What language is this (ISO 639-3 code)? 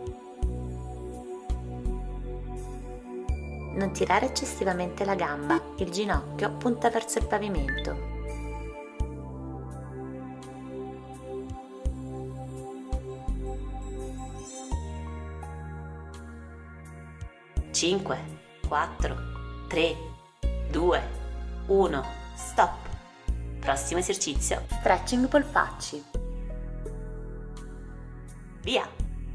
ita